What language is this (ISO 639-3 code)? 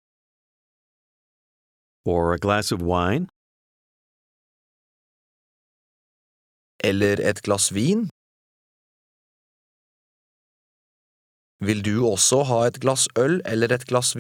nor